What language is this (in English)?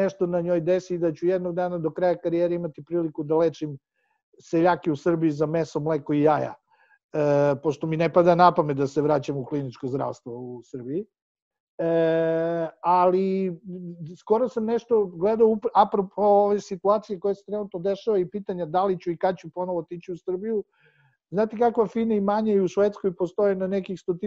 Serbian